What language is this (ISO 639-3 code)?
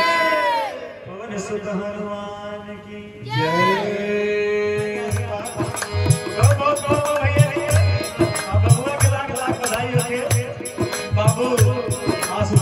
bho